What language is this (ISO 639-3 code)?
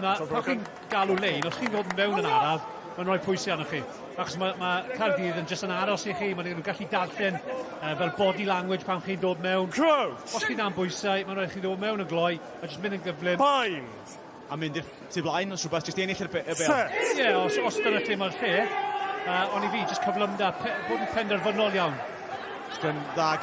cym